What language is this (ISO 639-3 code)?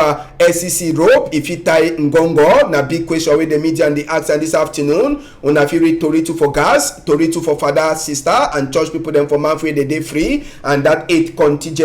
wes